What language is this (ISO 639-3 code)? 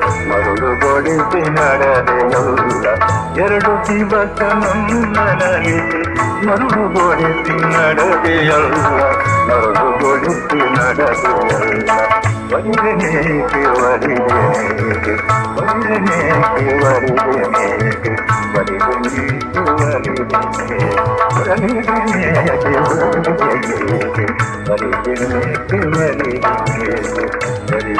kan